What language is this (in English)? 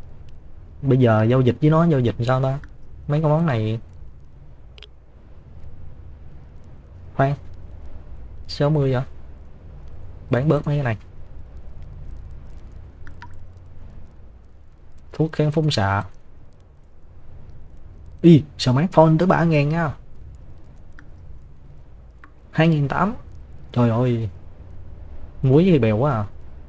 Vietnamese